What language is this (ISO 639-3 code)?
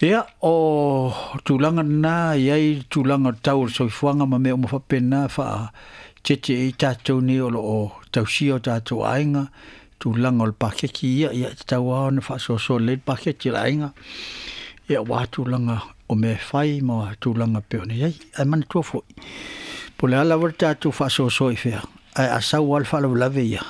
smo